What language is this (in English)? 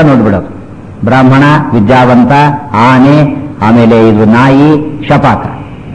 Kannada